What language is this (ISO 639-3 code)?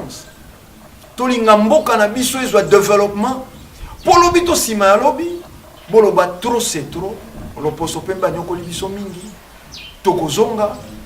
lin